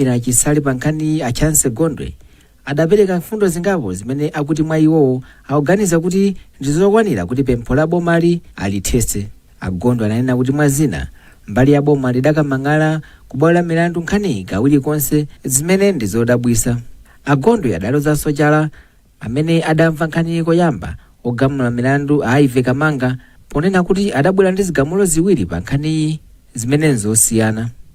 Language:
Nyanja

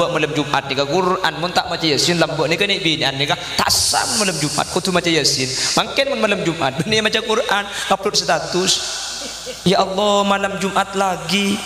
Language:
Madurese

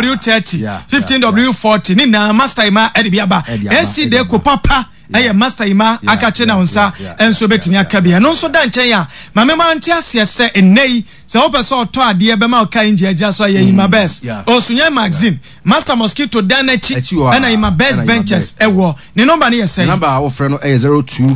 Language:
Akan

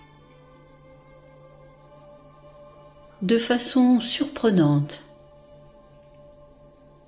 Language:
French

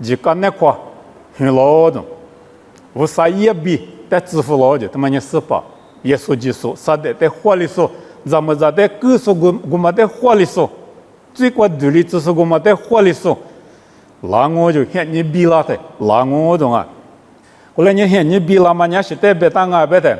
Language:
Lisu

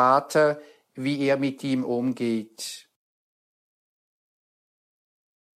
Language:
German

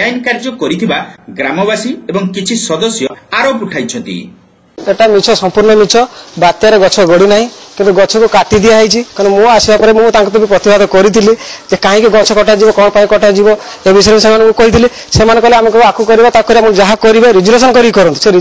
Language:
Odia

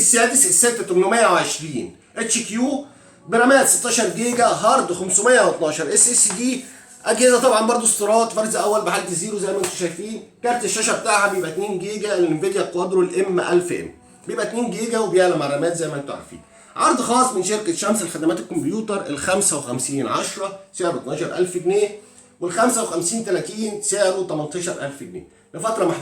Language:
Egyptian Arabic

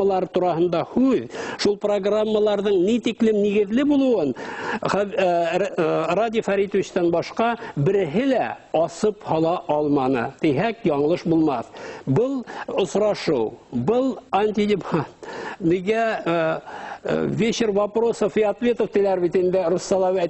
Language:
Bashkir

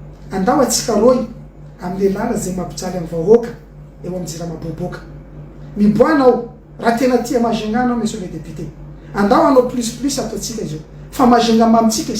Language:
Malagasy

